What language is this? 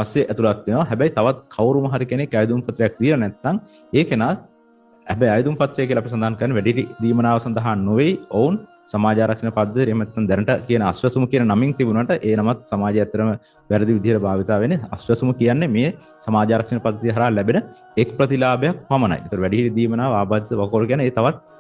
Sinhala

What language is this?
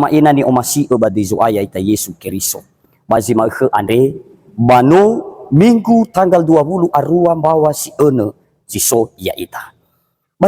Nias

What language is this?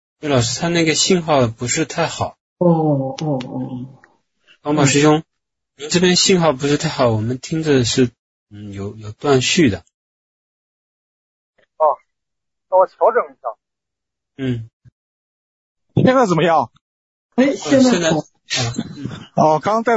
Chinese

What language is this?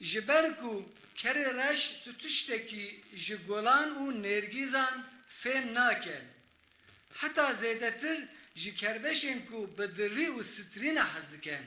Kurdish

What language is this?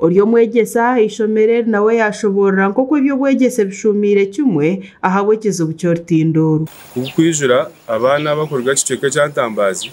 Nyankole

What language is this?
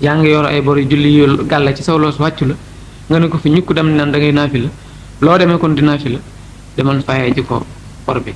Wolof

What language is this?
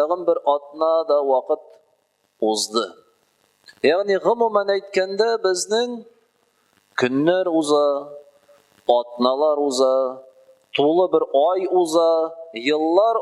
Tatar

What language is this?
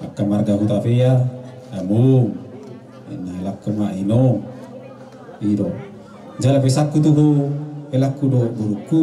Batak Toba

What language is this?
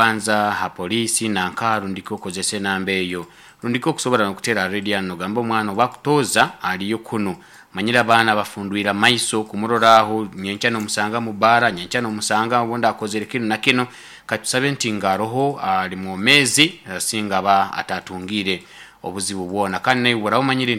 Nyankole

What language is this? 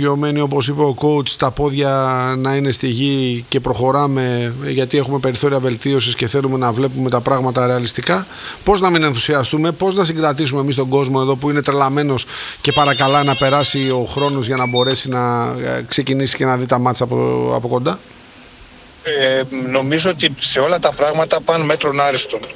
Greek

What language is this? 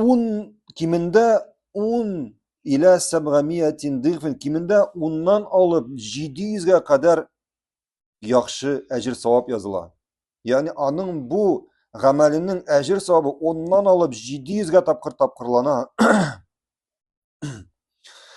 Tatar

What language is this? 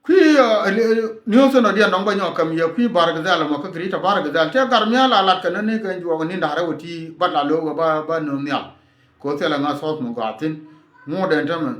Nuer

